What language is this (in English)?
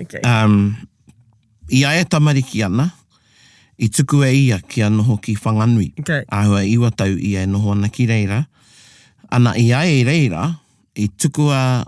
Māori